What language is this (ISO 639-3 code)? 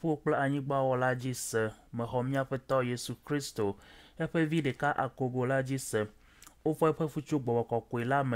ewe